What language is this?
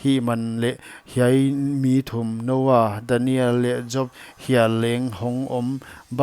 Paite Chin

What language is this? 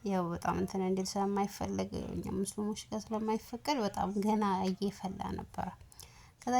Amharic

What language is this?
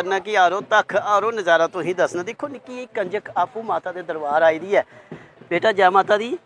Dogri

